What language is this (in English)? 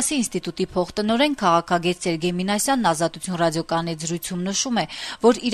Armenian